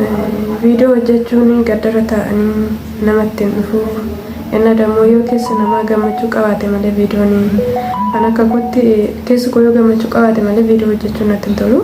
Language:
Oromo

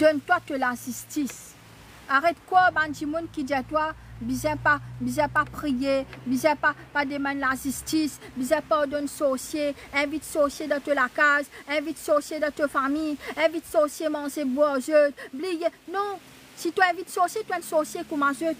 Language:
Morisyen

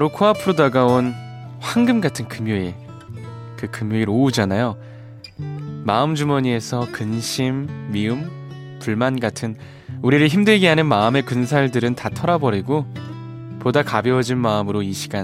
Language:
Korean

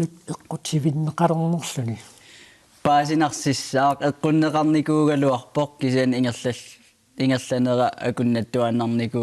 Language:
Kalaallisut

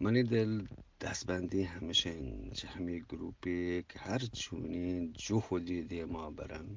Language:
Eastern Balochi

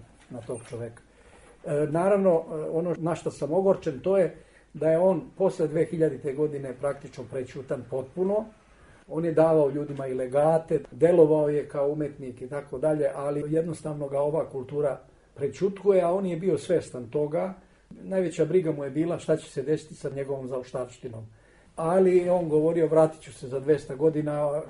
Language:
Serbian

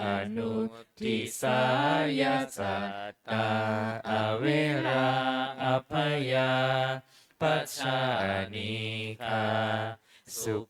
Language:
Pali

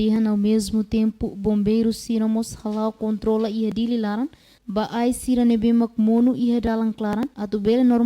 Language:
Tetum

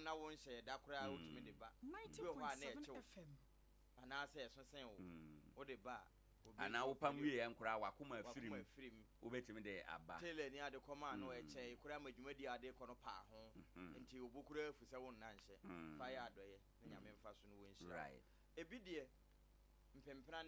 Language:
Akan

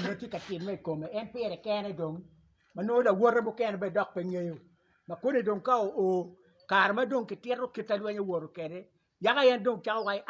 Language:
Acoli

